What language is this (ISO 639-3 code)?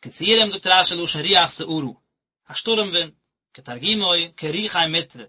yid